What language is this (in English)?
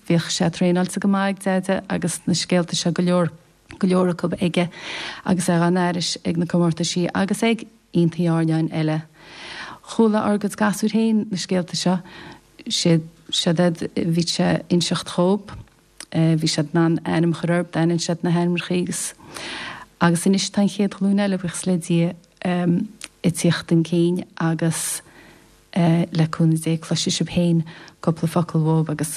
Irish